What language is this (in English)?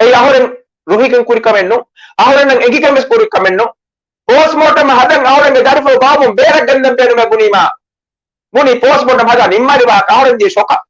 Divehi